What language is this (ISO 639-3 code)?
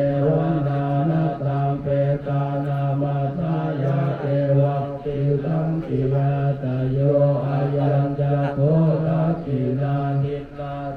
pli